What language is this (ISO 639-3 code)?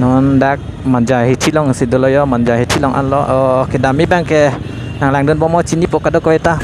mjw